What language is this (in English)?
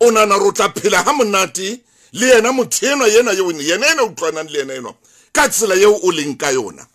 Southern Sotho